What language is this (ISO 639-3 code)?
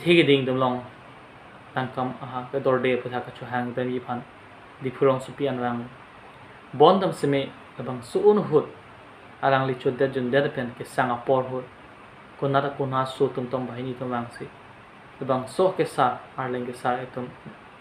mjw